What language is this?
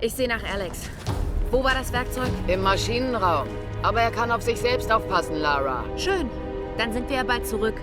Bavarian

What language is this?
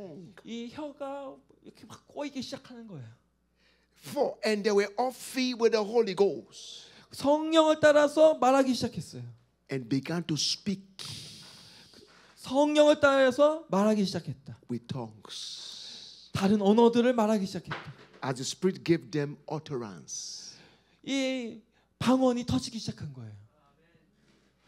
Korean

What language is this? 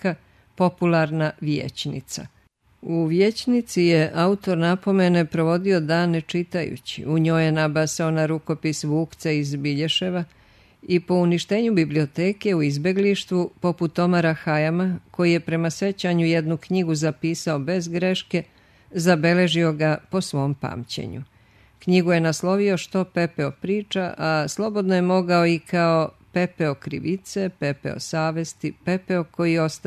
Serbian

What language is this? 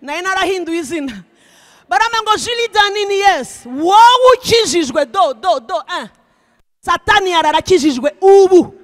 Kinyarwanda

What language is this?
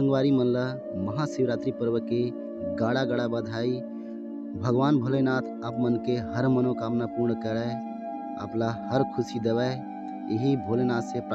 Chhattisgarhi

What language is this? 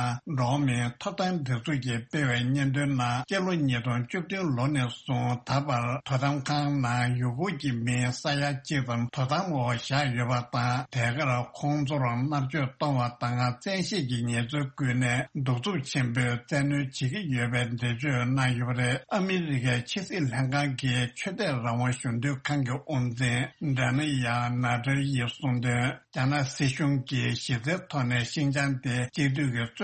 Tibetan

